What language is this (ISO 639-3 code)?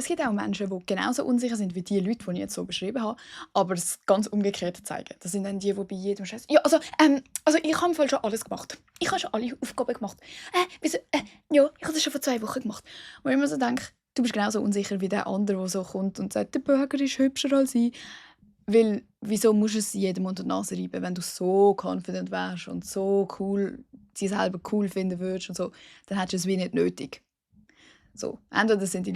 gsw